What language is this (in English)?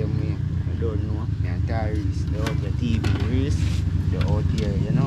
Jamaican Creole English